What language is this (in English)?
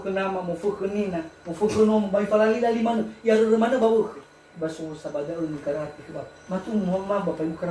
Nias